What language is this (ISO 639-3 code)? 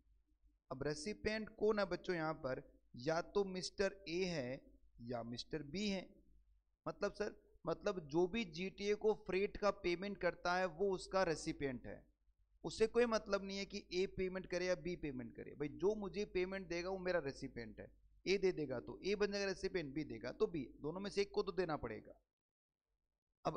hin